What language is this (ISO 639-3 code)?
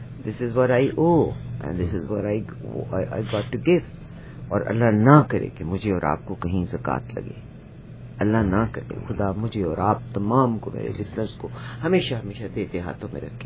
urd